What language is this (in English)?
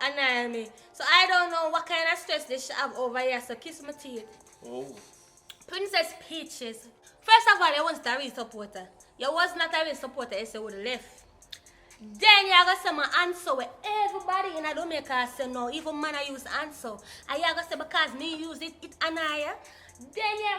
Jamaican Creole English